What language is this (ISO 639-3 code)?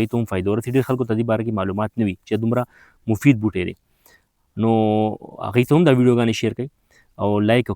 pus